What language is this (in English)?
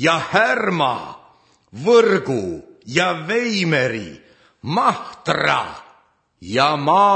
Estonian